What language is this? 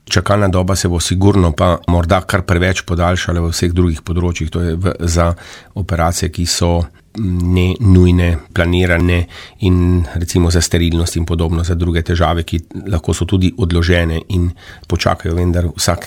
Slovenian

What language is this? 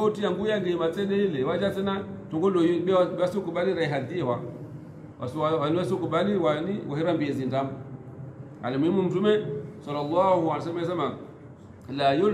Swahili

